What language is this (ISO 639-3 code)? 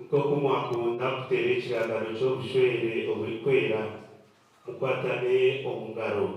nyn